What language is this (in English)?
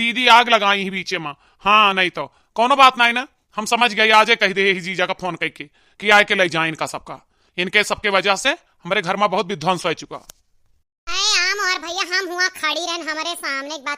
Awadhi